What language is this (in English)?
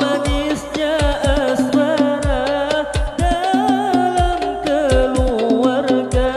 Banjar